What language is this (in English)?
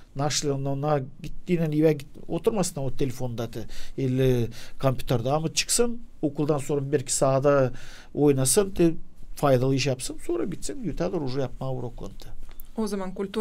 Gagauz